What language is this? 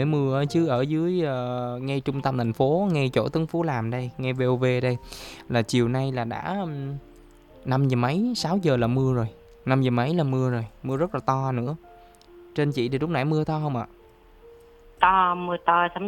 Vietnamese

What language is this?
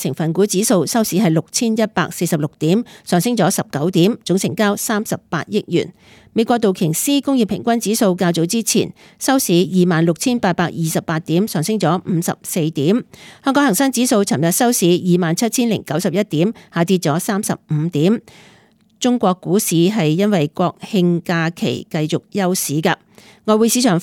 Cantonese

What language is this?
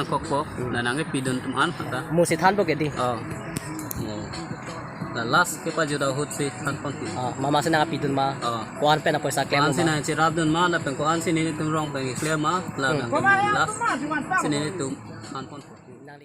Karbi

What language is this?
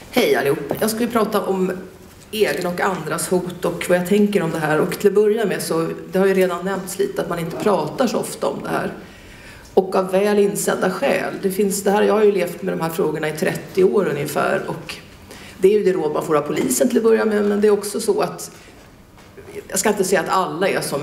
Swedish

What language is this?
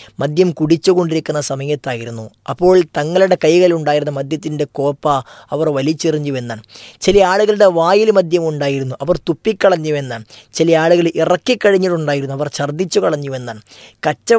Malayalam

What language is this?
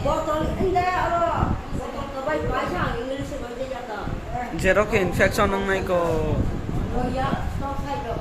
Kok Borok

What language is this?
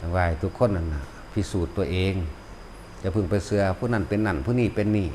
Northeastern Thai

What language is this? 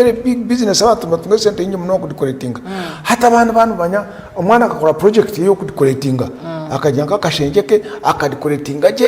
Nyankole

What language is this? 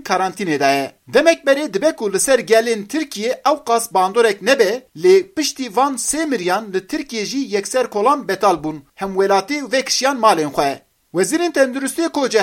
Kurdish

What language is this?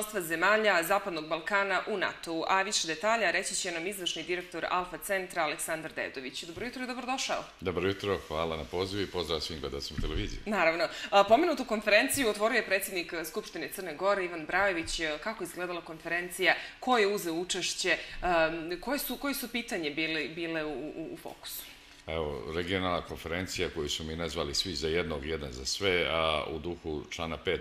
Serbian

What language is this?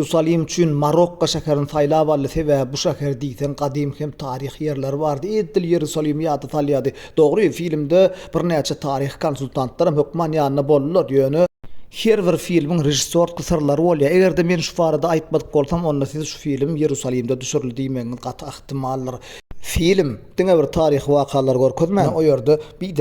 Turkmen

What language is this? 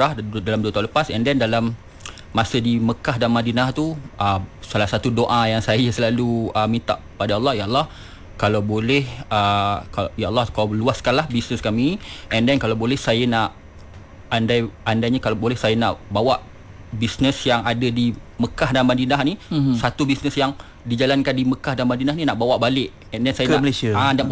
Malay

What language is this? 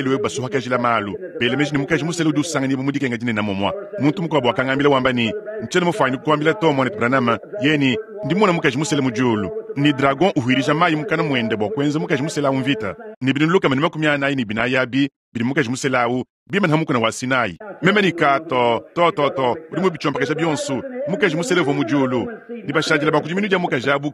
Luba-Lulua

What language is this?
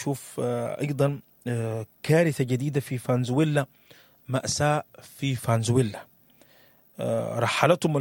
Sudanese Arabic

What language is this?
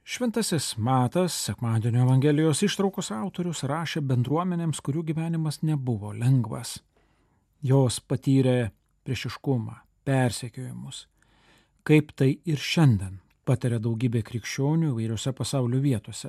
Lithuanian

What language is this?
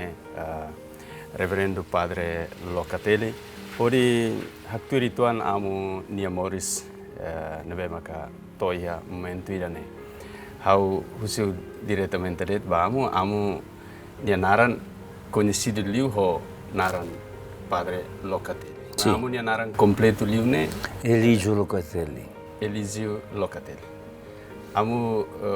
Tetum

